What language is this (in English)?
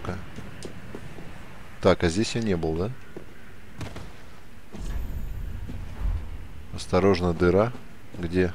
Russian